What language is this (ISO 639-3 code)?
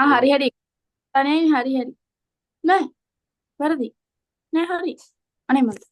sin